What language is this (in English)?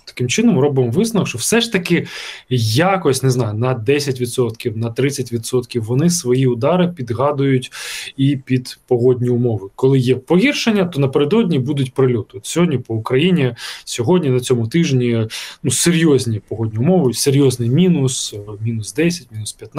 Ukrainian